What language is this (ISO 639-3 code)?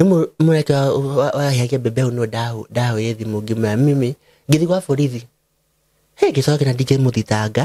kik